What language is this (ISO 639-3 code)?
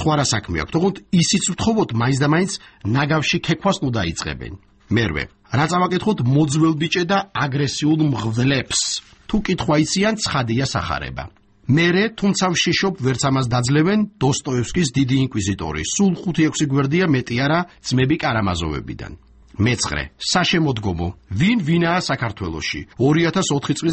kat